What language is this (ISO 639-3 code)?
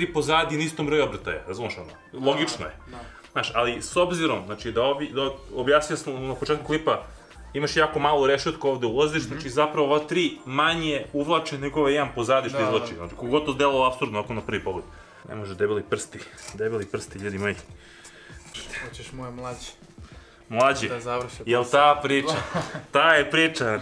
srp